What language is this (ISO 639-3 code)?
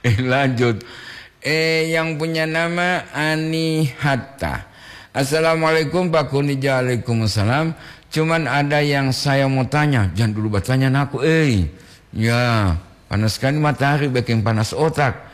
gor